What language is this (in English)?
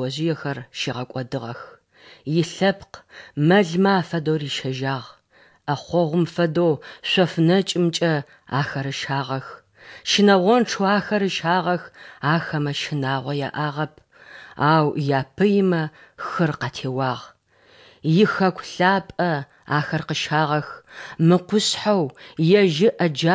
Adyghe